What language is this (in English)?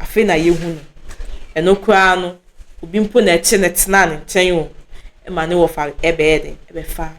Akan